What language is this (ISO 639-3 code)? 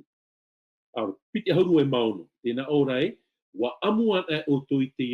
tah